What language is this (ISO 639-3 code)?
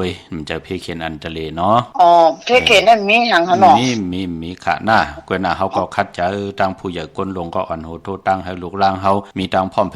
shn